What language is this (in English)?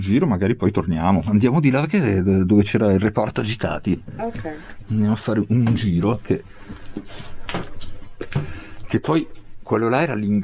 Italian